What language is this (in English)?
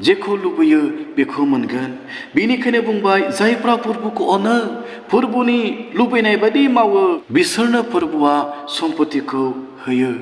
Bodo